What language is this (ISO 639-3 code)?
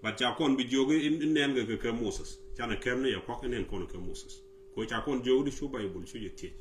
nus